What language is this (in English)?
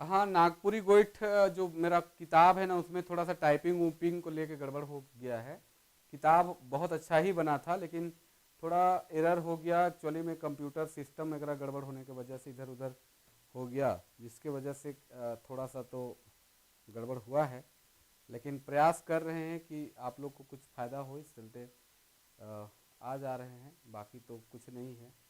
Sadri